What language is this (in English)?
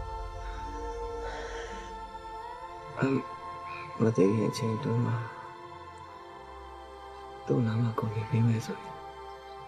Burmese